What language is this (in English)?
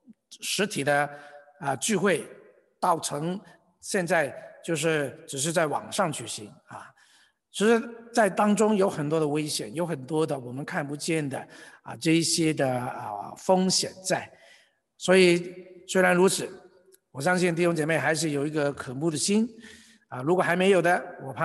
Chinese